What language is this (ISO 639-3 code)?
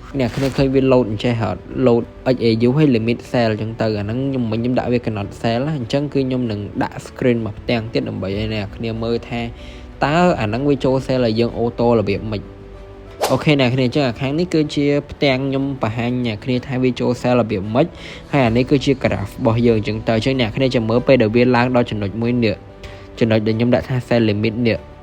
khm